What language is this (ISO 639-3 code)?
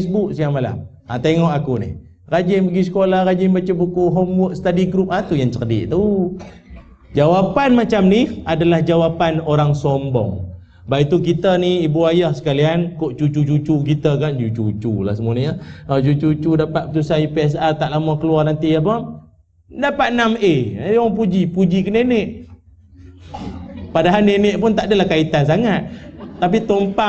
msa